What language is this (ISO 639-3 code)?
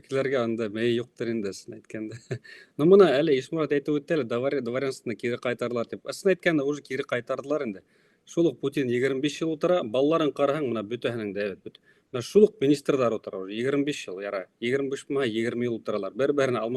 bak